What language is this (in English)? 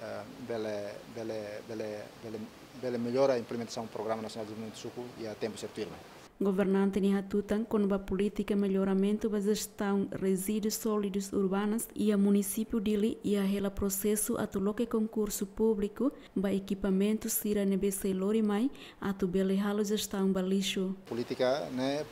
Tetum